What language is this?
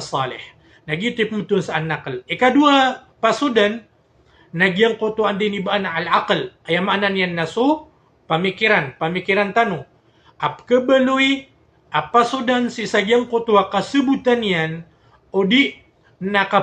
Maranao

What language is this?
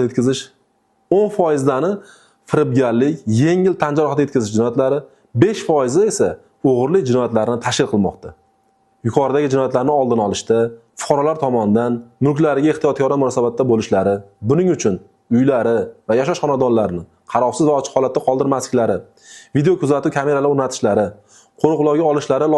Uzbek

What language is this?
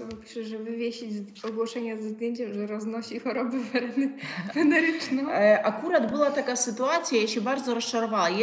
Polish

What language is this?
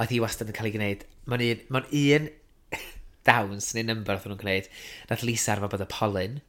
Welsh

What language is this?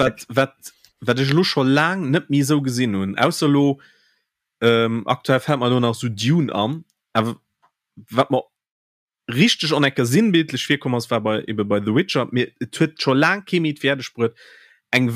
Luxembourgish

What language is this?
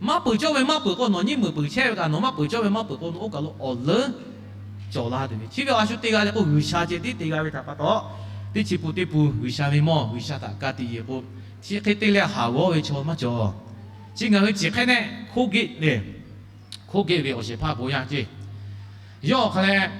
Lahu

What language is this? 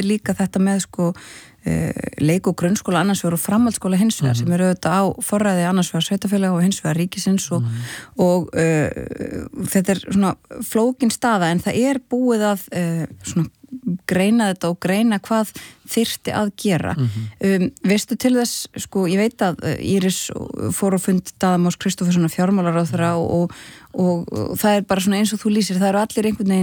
Icelandic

